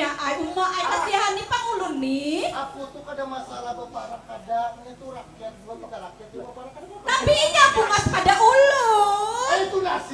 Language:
Banjar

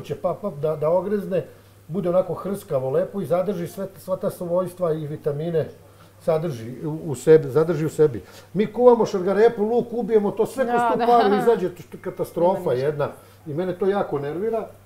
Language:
Serbian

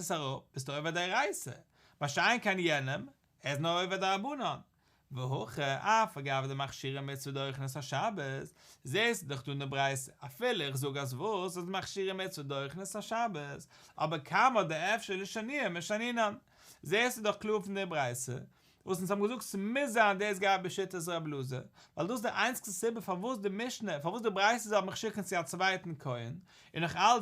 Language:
Yiddish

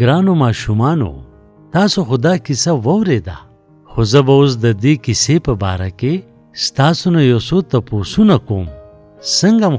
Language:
Pashto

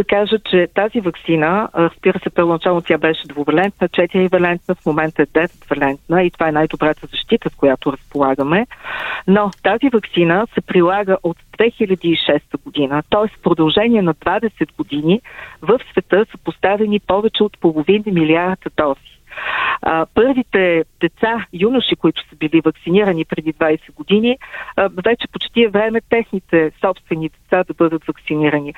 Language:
Bulgarian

